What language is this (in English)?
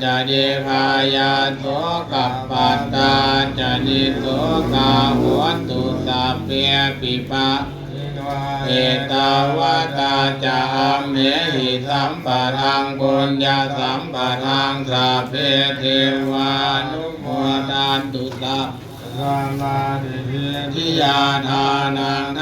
Pali